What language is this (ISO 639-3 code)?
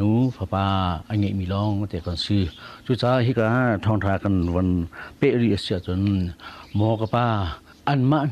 cnh